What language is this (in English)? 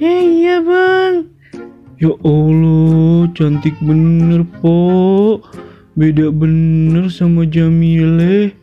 Betawi